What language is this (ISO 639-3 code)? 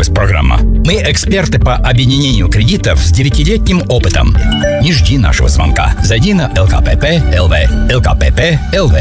rus